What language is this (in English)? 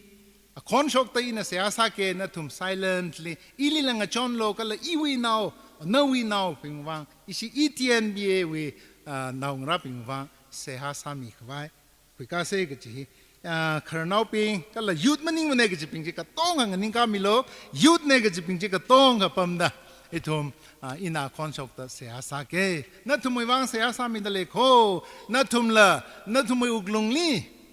Tangkhul Naga (India)